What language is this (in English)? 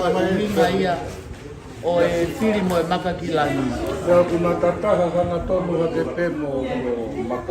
Tongan